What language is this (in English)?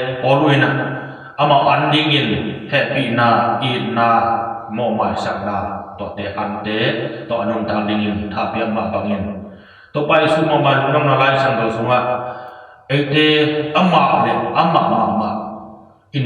Tedim Chin